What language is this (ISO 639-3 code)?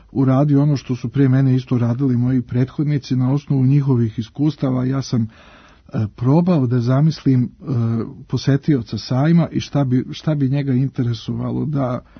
srp